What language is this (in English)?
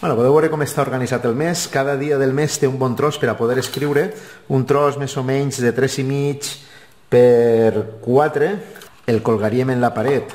Catalan